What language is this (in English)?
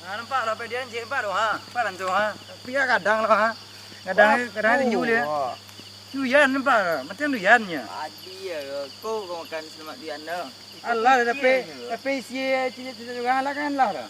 Minangkabau